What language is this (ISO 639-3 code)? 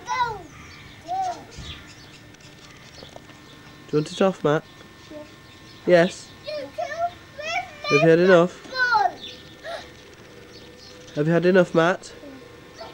eng